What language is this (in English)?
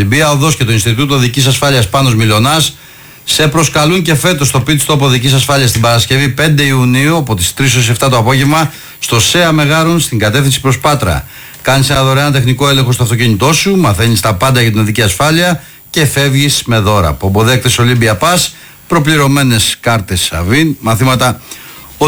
Greek